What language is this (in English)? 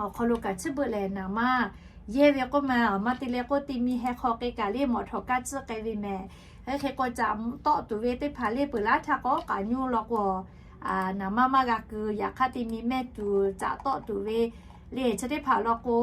Lahu